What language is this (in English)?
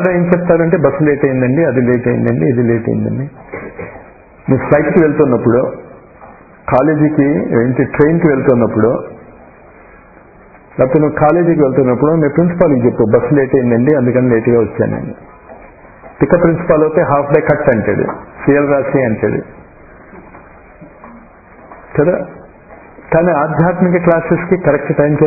Telugu